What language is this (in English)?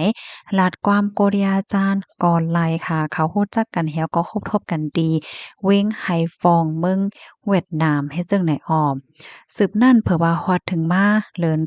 Shan